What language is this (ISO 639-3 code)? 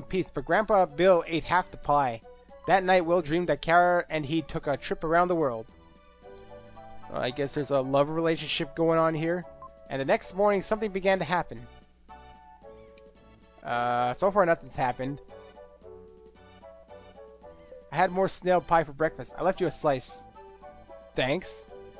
eng